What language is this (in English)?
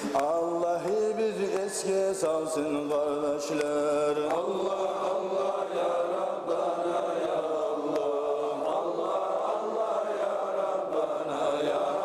Kumyk